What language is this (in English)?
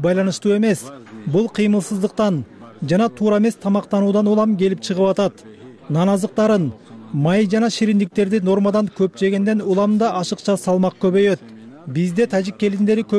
Kyrgyz